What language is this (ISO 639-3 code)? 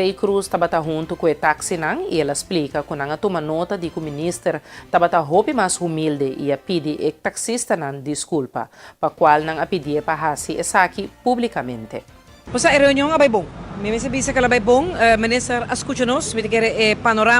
pap